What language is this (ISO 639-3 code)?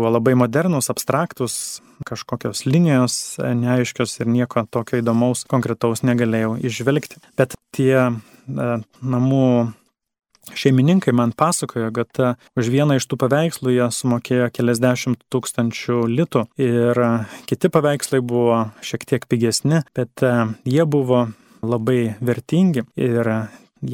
lit